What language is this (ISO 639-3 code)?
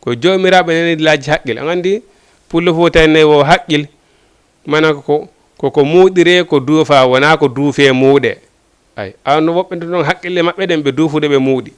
ful